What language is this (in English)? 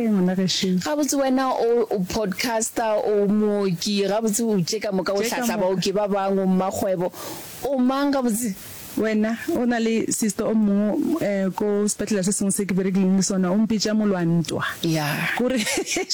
Northern Sotho